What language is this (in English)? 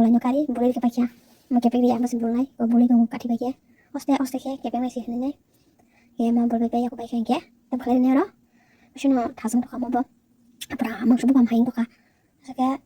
Kok Borok